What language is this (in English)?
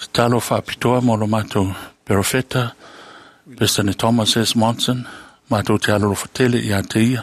Samoan